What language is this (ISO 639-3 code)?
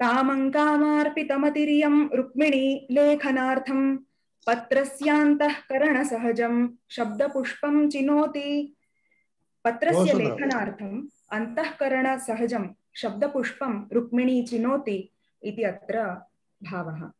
san